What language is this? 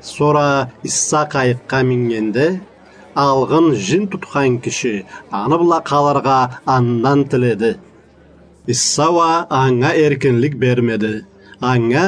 Karachay-Balkar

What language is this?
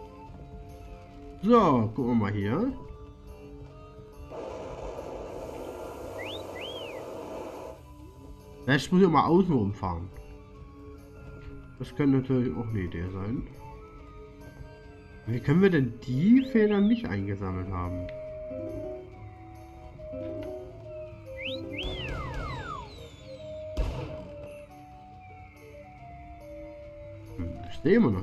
German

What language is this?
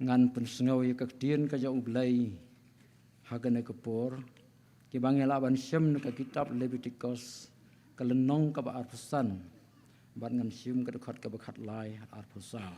Khasi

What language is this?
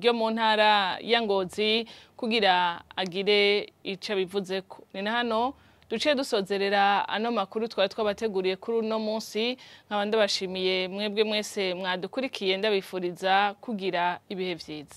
Rundi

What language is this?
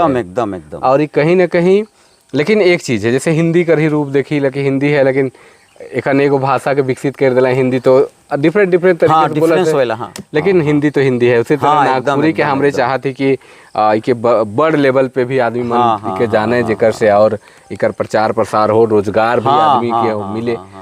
Sadri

